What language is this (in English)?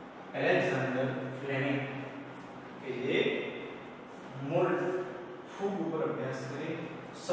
Gujarati